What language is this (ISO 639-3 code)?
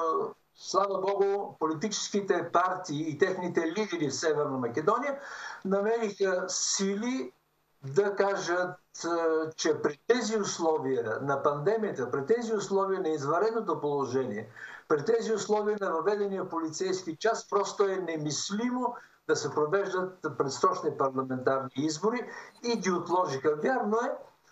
bul